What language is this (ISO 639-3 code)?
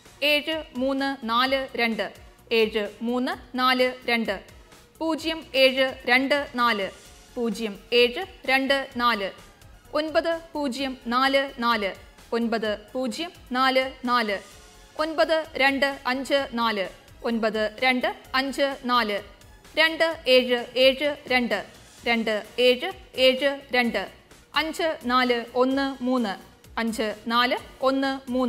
mal